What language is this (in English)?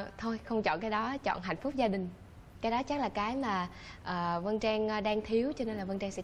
Vietnamese